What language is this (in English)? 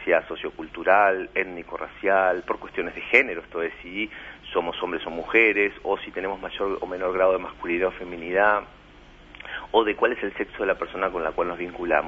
Spanish